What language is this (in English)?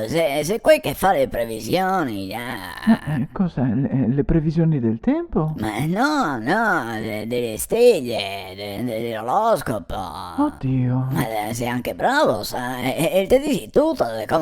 Venetian